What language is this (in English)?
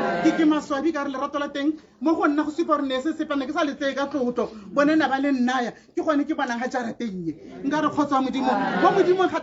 Tswana